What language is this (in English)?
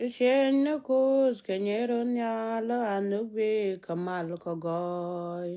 Nuer